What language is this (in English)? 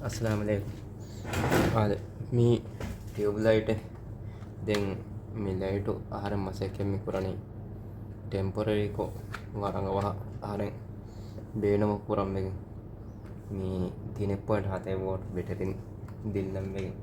Divehi